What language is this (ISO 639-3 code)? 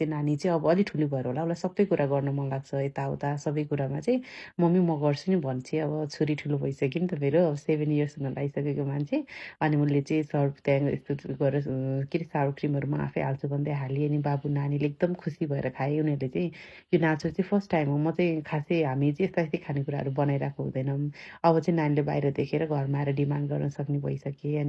nep